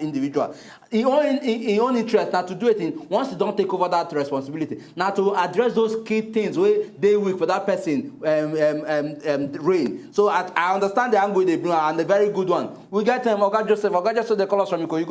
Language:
Nigerian Pidgin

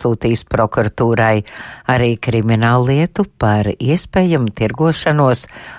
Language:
Latvian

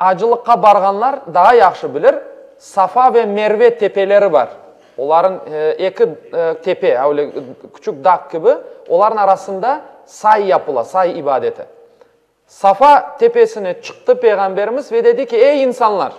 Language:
Crimean Tatar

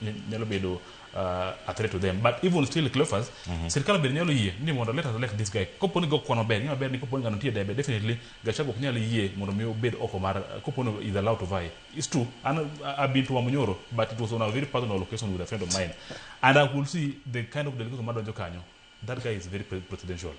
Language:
Luo (Kenya and Tanzania)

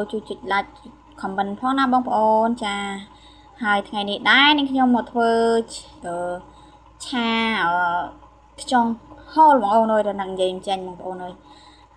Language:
Khmer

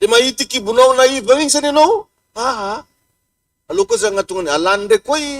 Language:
Malagasy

